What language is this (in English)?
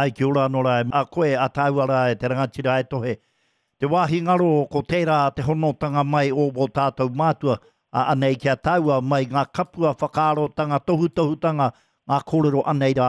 Māori